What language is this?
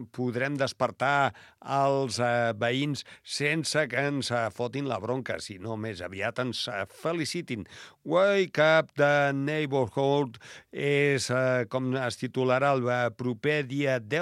Catalan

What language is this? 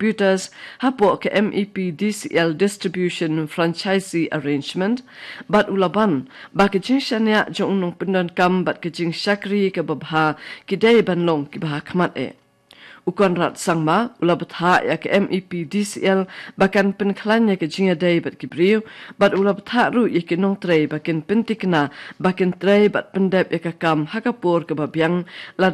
Khasi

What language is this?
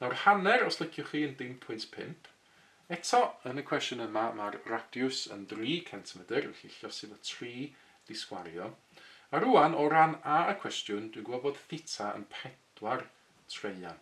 Welsh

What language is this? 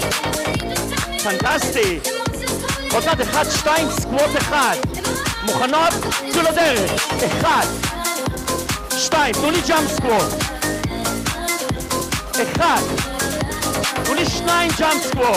Hebrew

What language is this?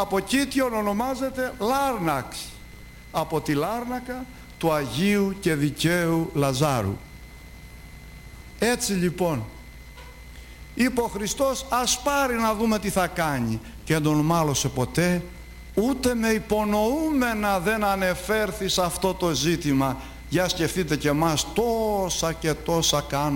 Greek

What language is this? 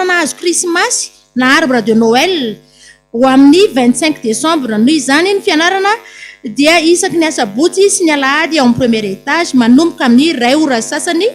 Malagasy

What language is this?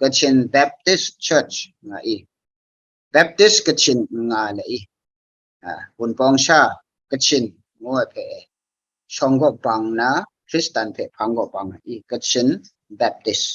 Kachin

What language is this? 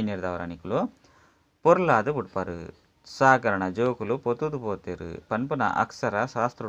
Tulu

